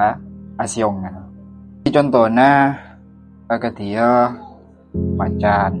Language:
Madurese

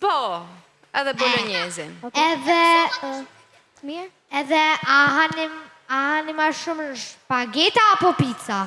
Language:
Albanian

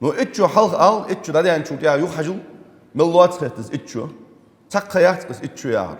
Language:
Ingush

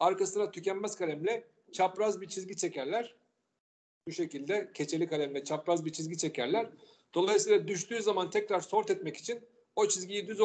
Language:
Turkish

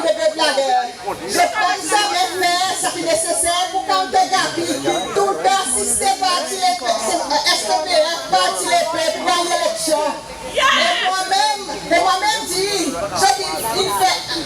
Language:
Seselwa Creole French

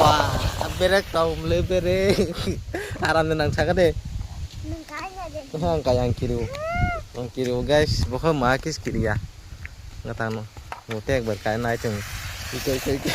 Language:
Kok Borok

